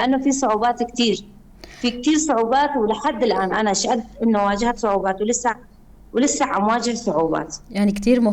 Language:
North Levantine Arabic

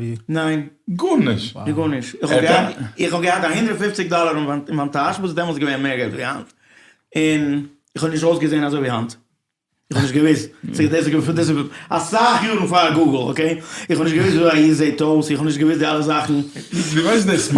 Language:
Yiddish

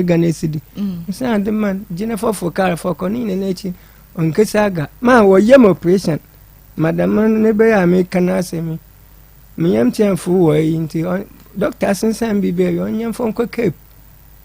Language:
Akan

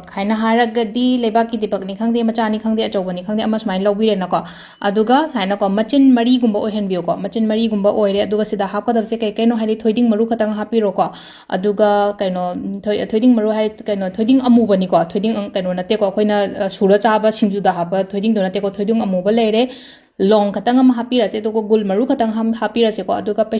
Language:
Manipuri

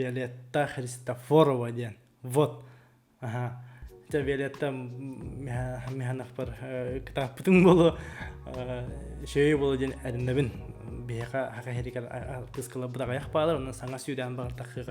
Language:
Yakut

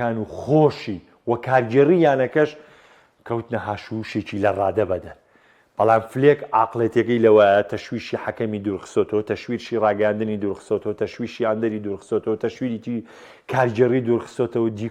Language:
Central Kurdish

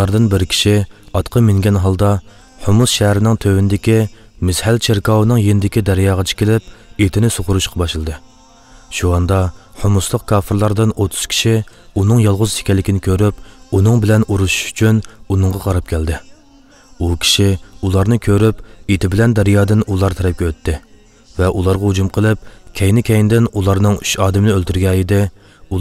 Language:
Uyghur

